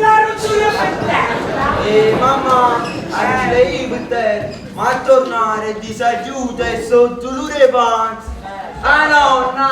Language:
Neapolitan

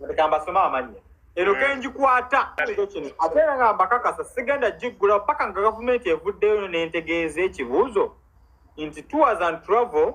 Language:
Ganda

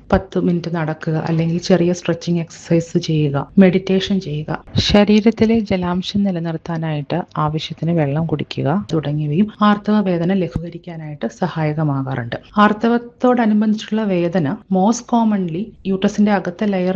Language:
Malayalam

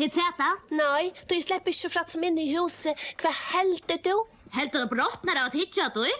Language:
Faroese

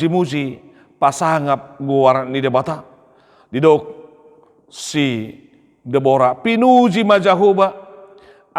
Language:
Batak Toba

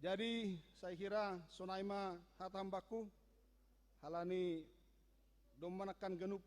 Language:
Batak Simalungun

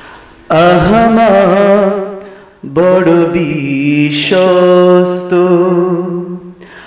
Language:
Bangla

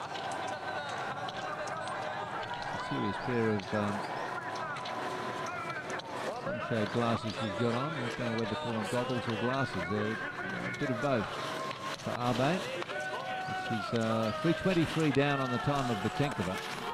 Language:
English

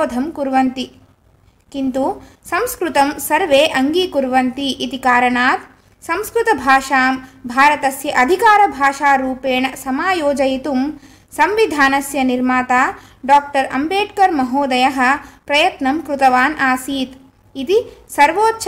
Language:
Sanskrit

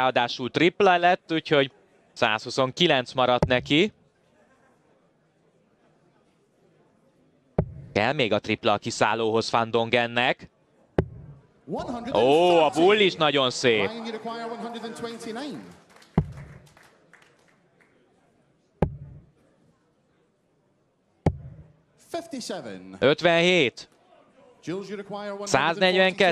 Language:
Hungarian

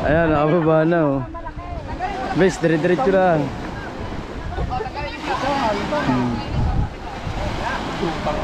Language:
Filipino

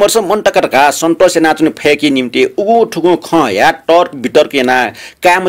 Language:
Newari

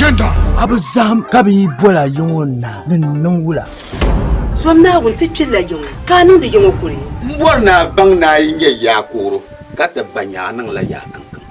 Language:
Dagbani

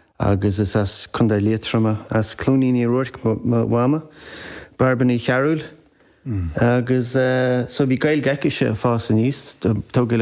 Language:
Irish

